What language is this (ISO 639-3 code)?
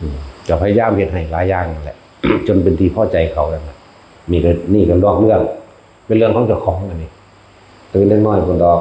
tts